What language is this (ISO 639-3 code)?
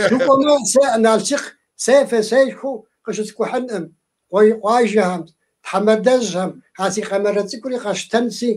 kbd